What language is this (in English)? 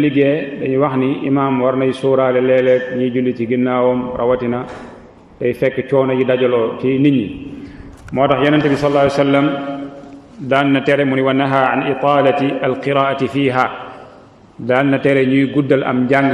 Wolof